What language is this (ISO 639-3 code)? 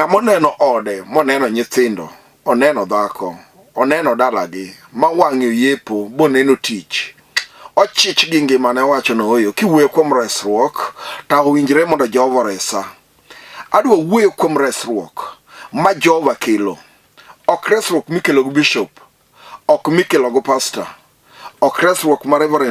luo